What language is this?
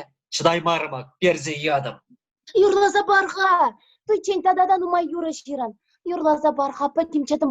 Chuvash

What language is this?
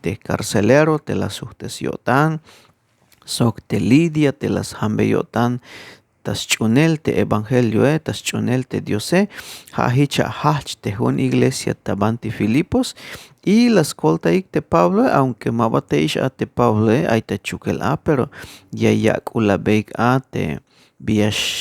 Tzeltal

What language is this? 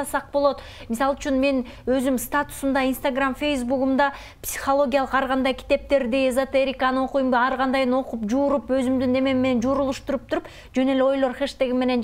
Kyrgyz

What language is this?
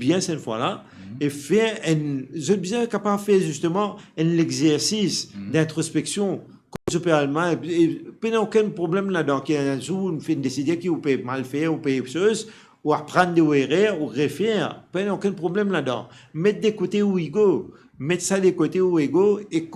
Morisyen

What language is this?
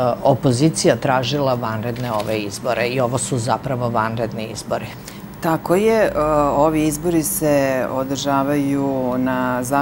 Serbian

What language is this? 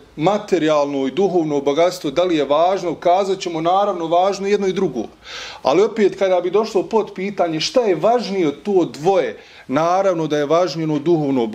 Bosnian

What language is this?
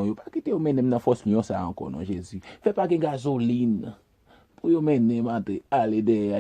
Haitian Creole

